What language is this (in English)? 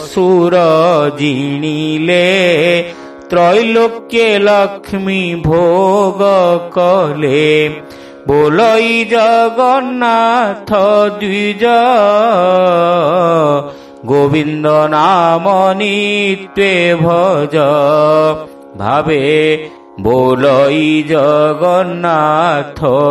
Odia